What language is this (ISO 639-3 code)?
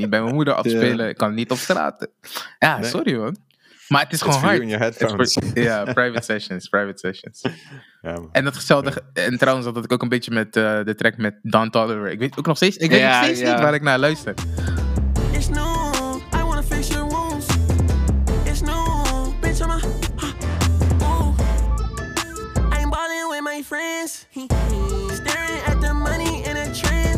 nld